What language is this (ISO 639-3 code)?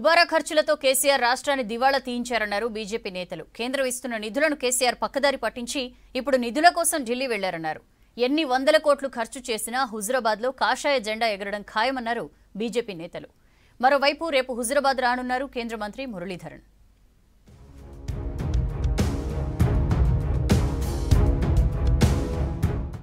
tel